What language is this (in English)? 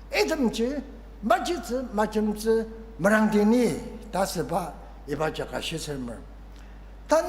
Ao Naga